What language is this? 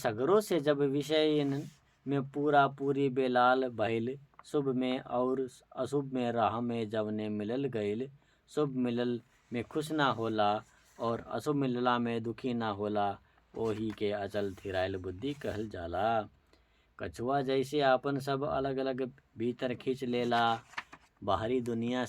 Bhojpuri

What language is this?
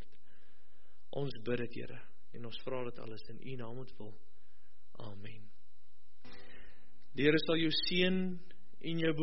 Afrikaans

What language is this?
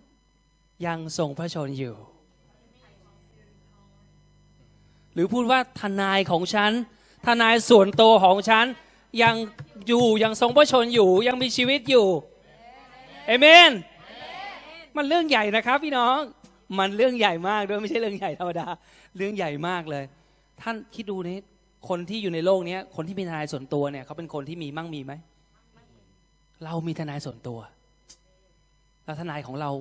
Thai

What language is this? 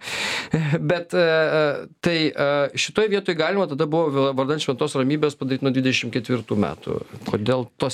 Lithuanian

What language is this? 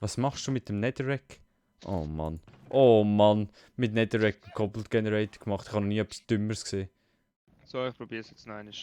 Swiss German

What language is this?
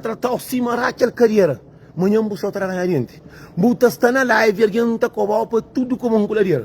Kabuverdianu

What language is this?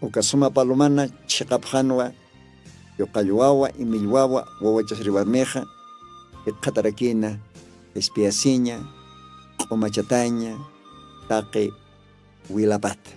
Aymara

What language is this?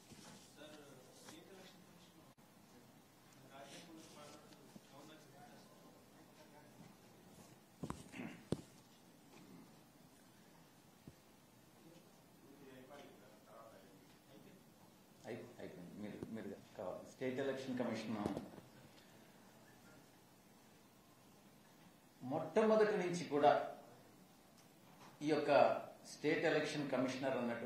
Telugu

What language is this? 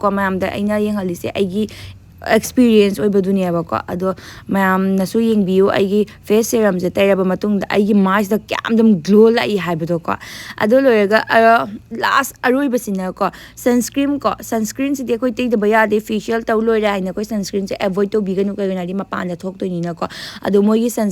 Manipuri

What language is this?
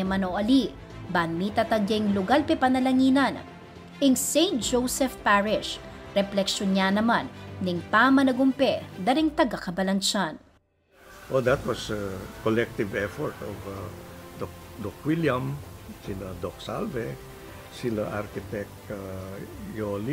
Pampanga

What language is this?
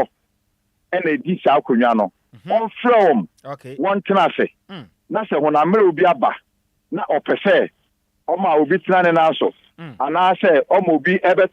Akan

